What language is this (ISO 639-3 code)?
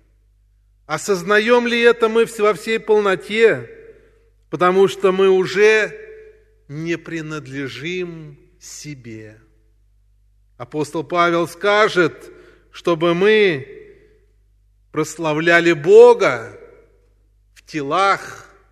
rus